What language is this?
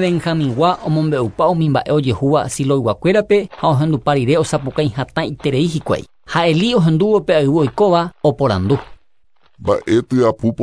Guarani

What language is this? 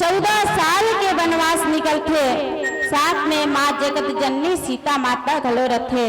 Chhattisgarhi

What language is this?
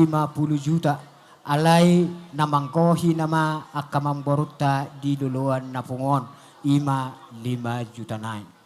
Batak Toba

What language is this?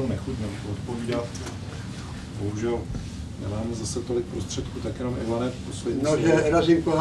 Czech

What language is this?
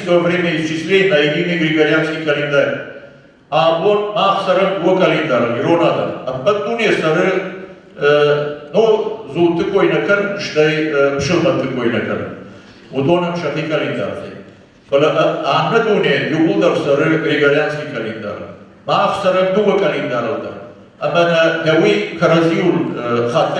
Ossetic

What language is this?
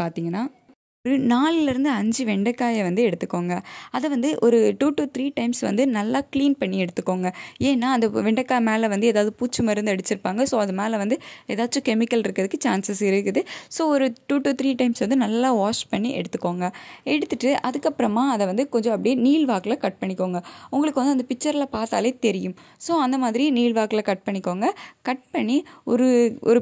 Tamil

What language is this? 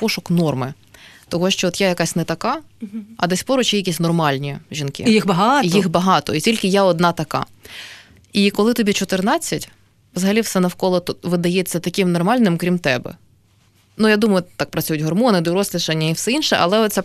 Ukrainian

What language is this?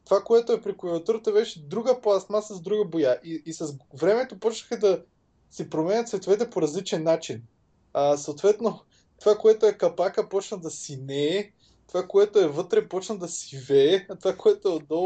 Bulgarian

